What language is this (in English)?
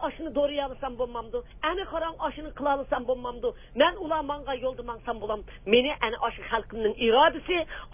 Uyghur